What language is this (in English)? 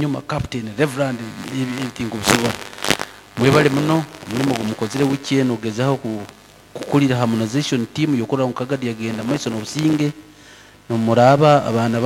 Nyoro